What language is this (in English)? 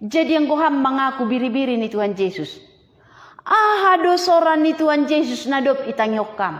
Batak Simalungun